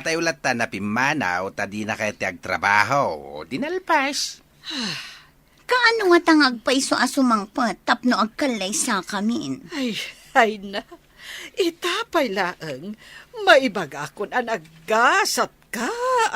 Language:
Iloko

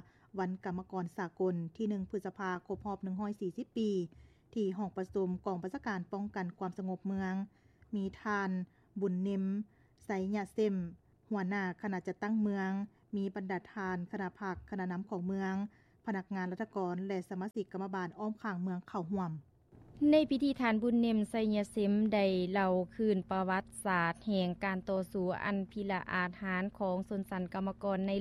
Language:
Lao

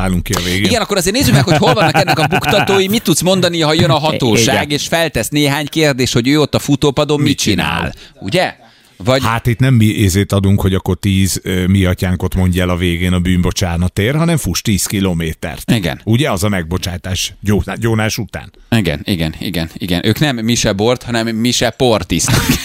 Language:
Hungarian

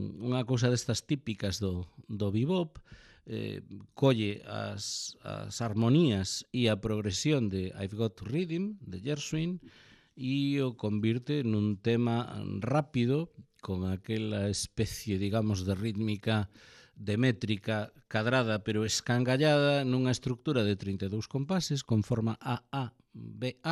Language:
Galician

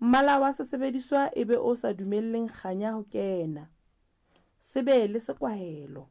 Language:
Southern Sotho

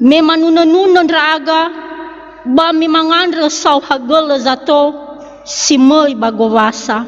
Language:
Nias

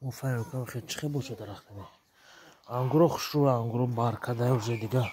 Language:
Tajik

